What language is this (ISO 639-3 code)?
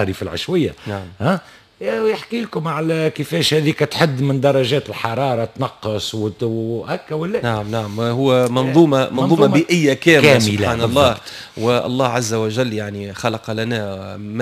aeb